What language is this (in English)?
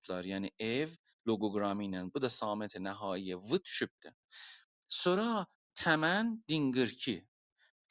South Azerbaijani